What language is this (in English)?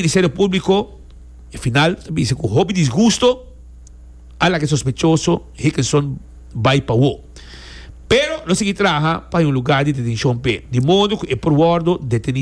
Papiamento